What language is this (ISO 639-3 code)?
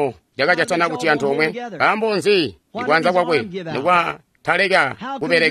toi